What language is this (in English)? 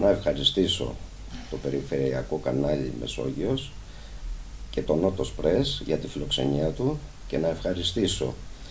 Greek